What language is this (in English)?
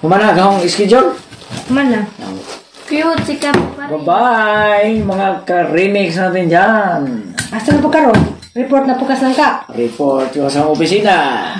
Cebuano